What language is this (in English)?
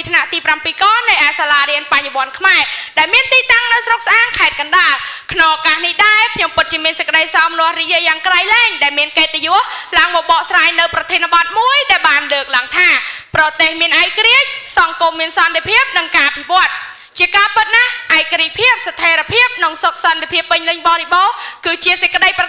Khmer